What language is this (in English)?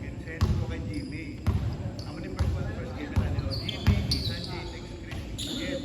Hiligaynon